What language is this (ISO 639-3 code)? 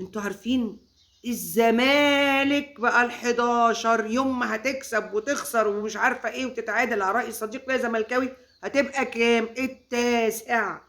arz